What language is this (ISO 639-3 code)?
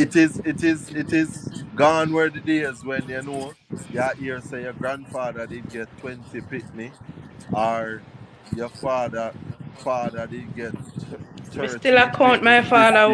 jam